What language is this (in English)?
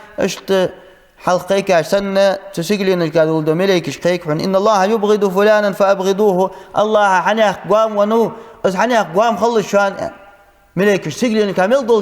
Ingush